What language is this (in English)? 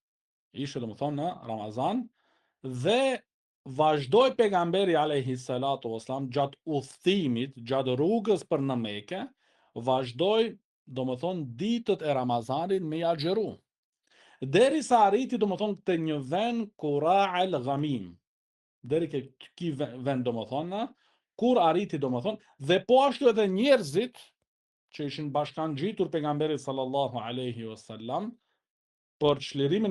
Albanian